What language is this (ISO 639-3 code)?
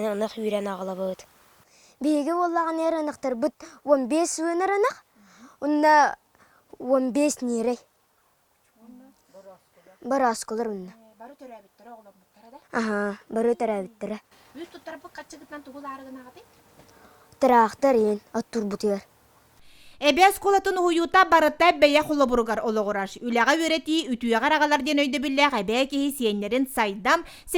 sah